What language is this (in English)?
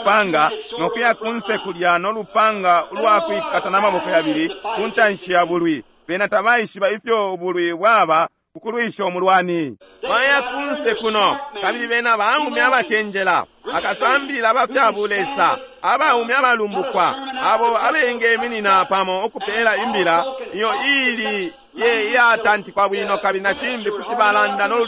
Bemba